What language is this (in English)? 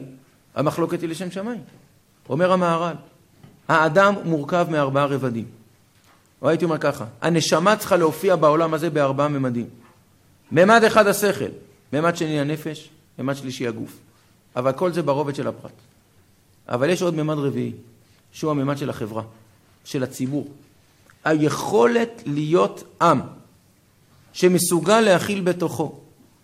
Hebrew